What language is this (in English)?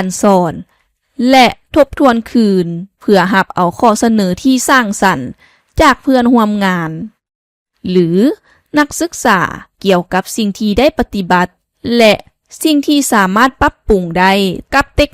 Lao